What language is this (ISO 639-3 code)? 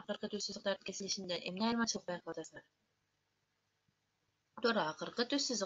kir